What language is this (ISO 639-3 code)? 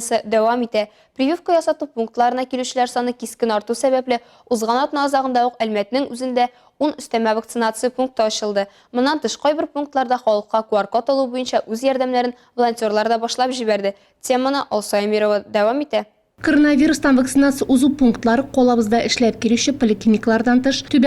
tat